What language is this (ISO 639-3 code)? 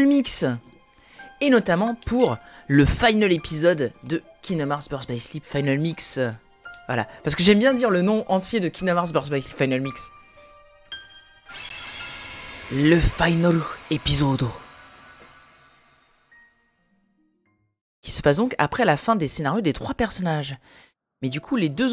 fra